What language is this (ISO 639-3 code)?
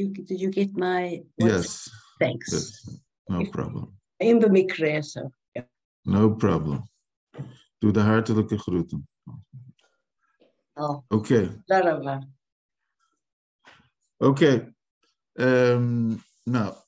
nld